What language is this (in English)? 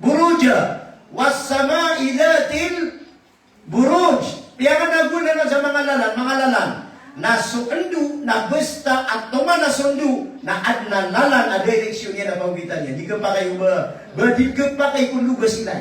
Maranao